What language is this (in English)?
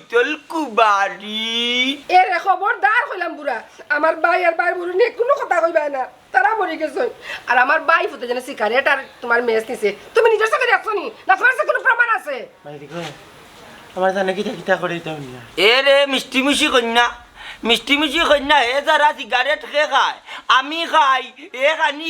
Sylheti